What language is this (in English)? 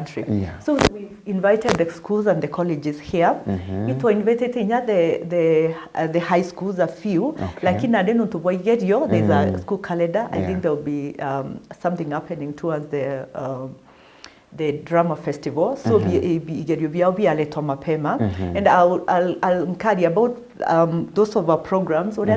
Meru